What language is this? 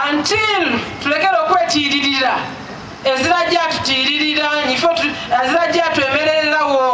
Soga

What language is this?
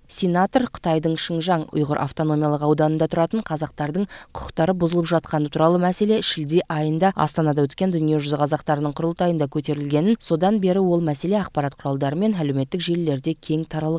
Kyrgyz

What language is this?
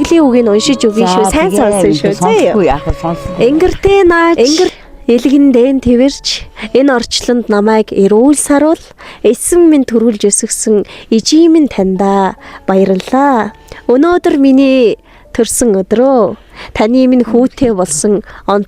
Mongolian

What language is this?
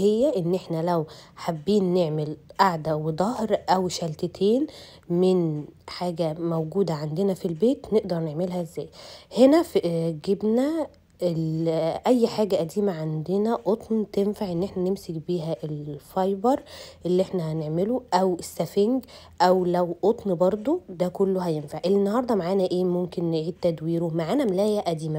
Egyptian Arabic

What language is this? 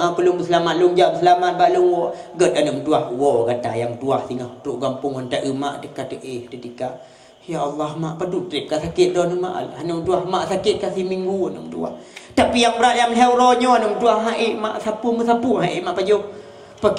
Achinese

